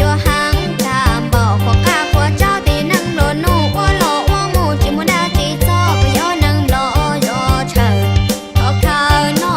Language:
Hmong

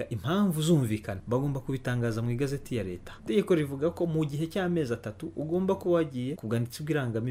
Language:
Kinyarwanda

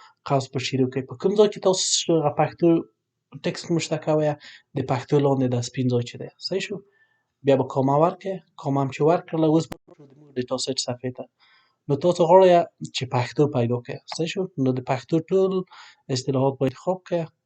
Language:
Pashto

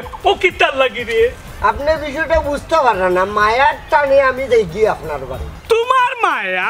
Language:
Sylheti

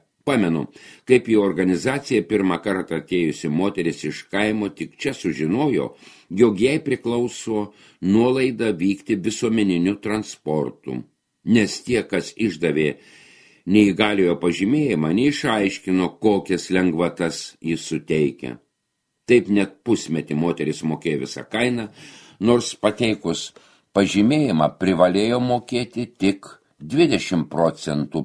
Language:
Lithuanian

